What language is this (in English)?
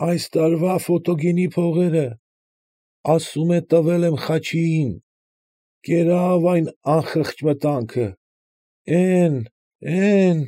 Armenian